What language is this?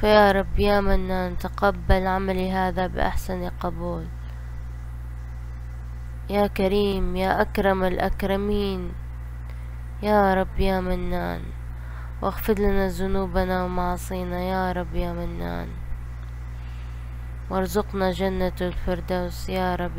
Egyptian Arabic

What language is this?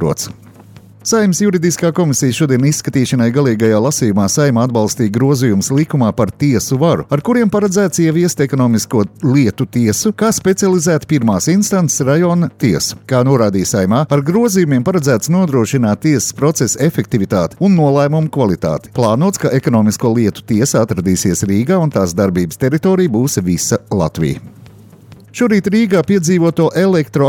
Latvian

